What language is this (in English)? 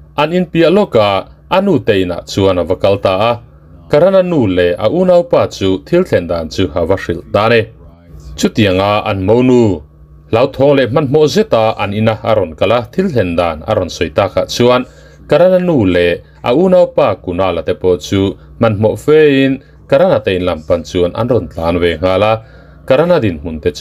Mizo